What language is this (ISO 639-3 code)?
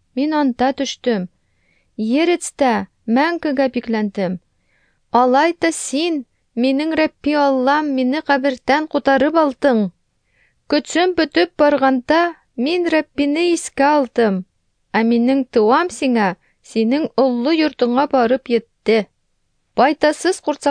tat